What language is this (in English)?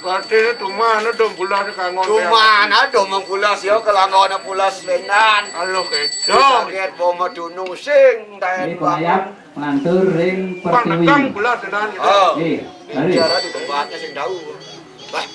Balinese